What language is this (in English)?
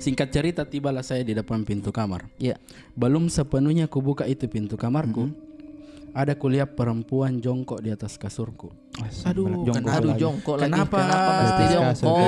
Makassar Malay